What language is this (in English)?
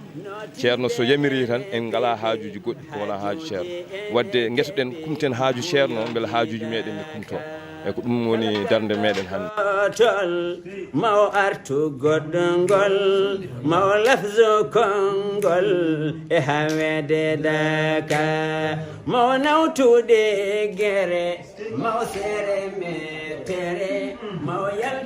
Fula